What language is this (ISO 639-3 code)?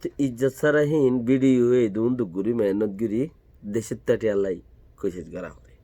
rhg